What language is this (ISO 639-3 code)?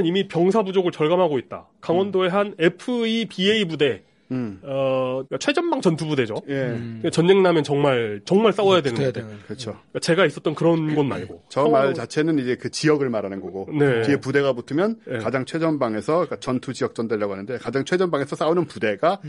kor